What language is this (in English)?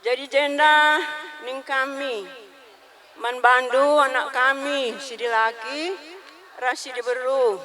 Batak Karo